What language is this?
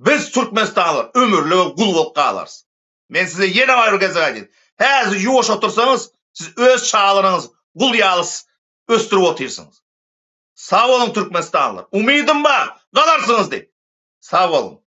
Turkmen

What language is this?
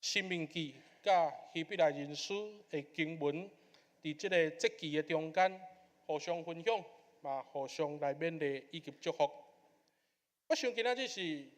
Min Nan Chinese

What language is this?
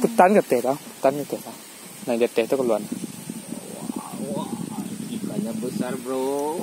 Minangkabau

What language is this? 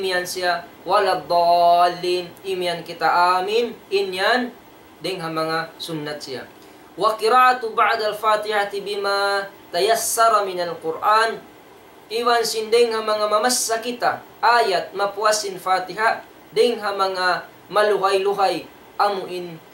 Tausug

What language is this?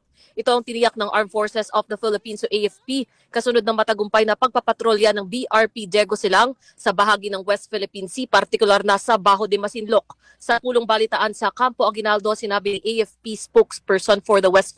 Filipino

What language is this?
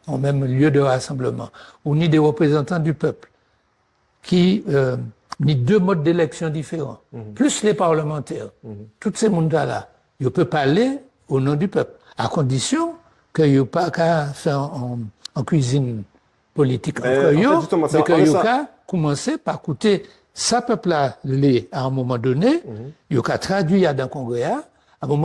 Guadeloupean Creole French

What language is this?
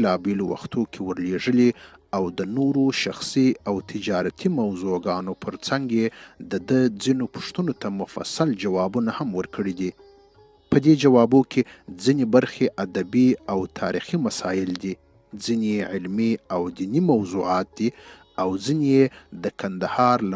Pashto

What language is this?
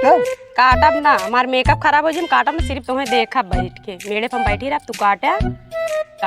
Awadhi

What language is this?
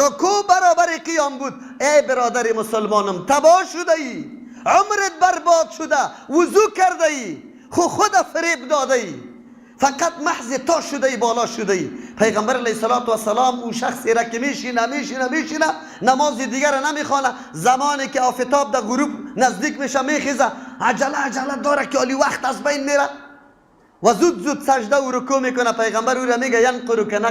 Persian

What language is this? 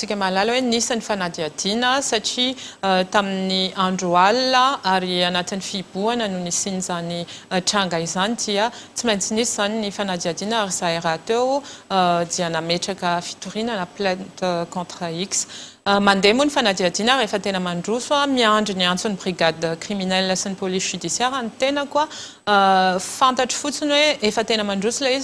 Malagasy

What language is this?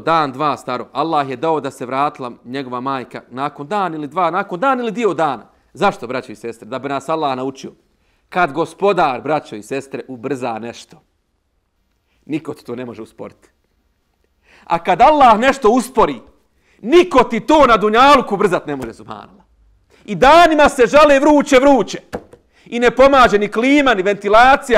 Bosnian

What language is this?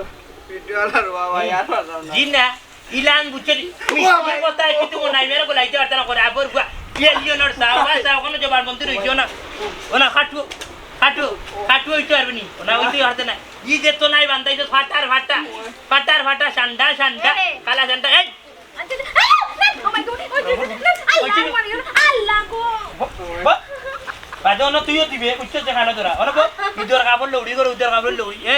Sylheti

